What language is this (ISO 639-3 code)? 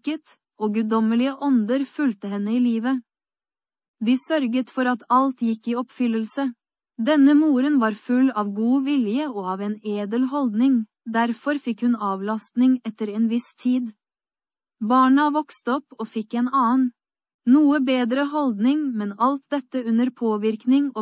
nor